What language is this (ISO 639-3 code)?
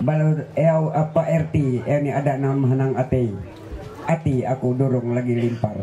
mhy